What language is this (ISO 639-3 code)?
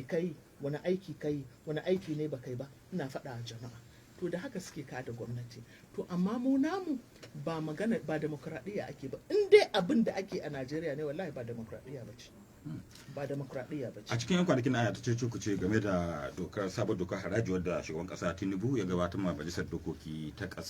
hau